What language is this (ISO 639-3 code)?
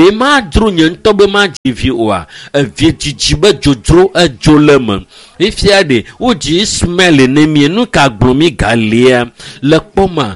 ewe